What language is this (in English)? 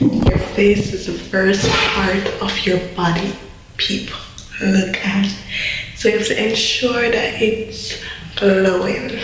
Jamaican Creole English